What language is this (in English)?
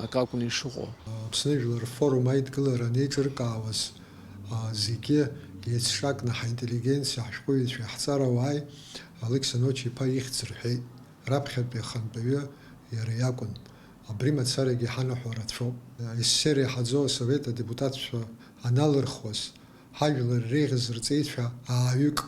Abkhazian